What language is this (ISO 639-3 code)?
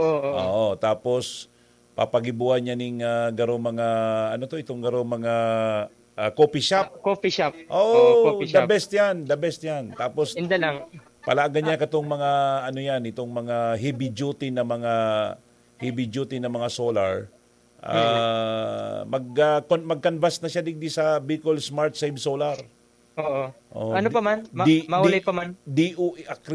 bik